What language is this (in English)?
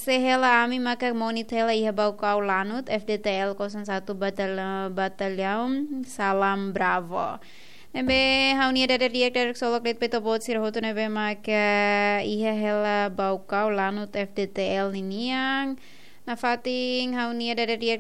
Tetum